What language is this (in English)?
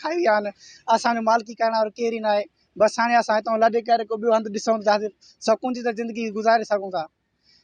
Sindhi